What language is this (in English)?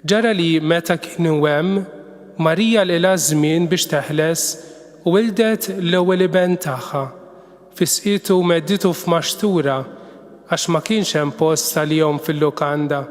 Maltese